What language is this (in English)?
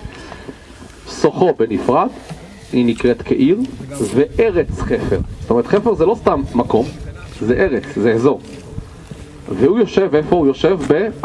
Hebrew